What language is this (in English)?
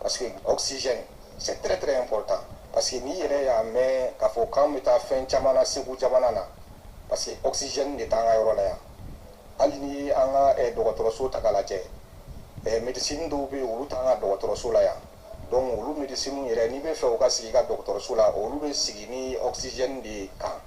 Bambara